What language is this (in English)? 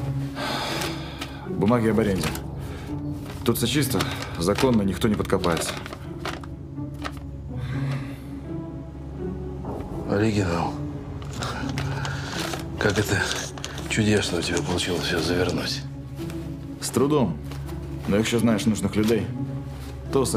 Russian